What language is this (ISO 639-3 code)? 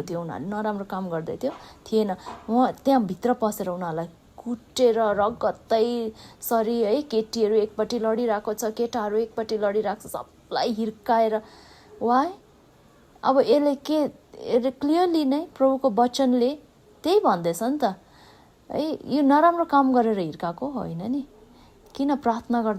nep